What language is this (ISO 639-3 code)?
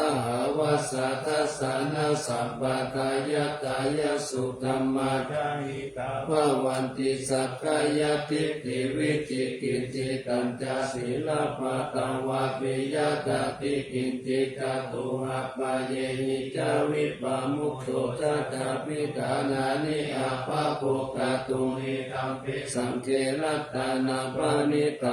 pli